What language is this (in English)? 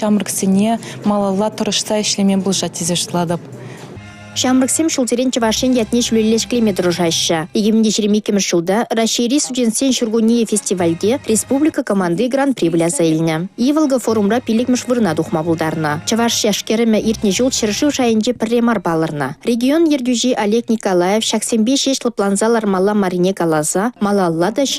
Chuvash